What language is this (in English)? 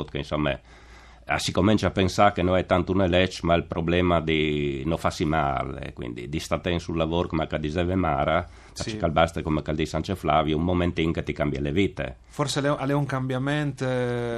Friulian